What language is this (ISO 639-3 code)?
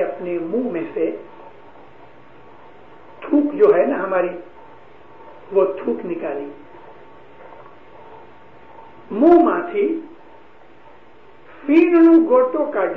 urd